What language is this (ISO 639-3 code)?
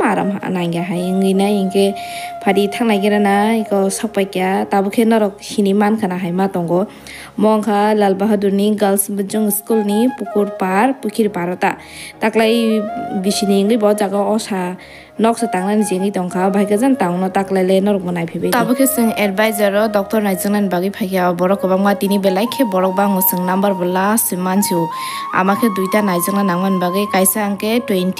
trp